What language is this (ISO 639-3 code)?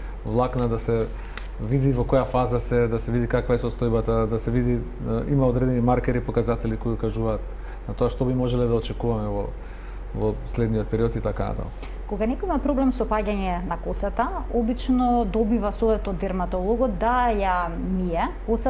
mkd